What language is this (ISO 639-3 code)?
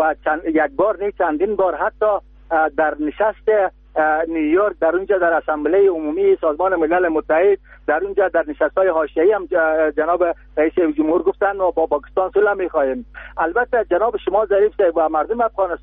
fas